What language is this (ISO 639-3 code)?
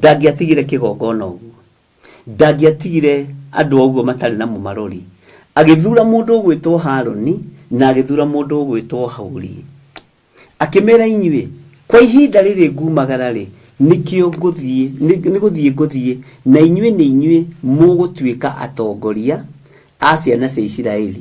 kik